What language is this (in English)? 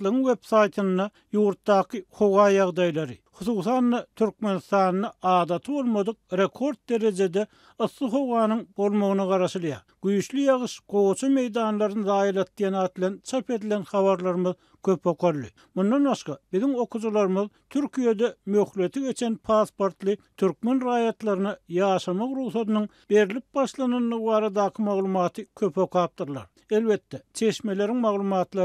Turkmen